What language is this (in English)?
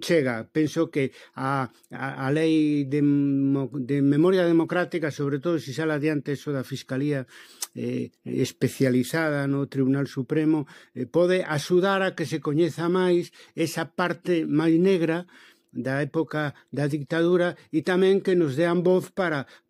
Galician